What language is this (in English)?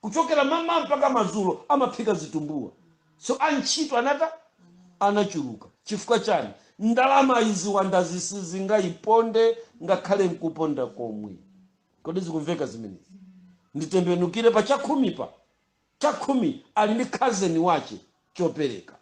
Nyanja